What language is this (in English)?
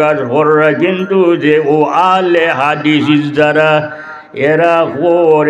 Sylheti